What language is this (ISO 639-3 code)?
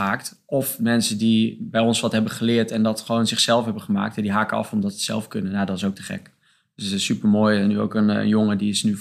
nld